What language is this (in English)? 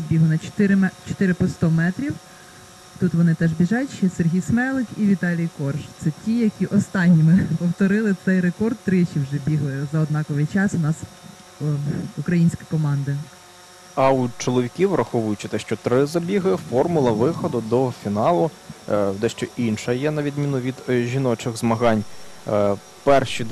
Ukrainian